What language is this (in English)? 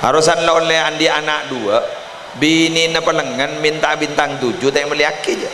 Madurese